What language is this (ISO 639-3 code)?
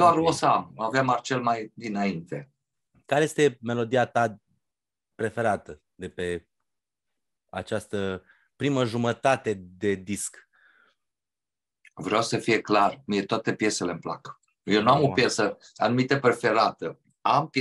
ron